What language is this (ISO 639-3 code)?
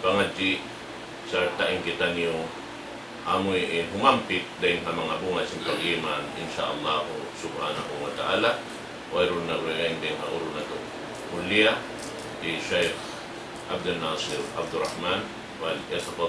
tsg